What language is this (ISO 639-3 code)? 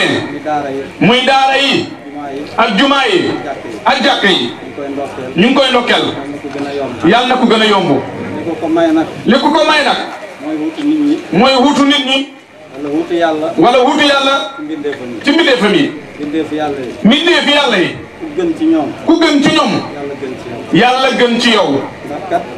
wol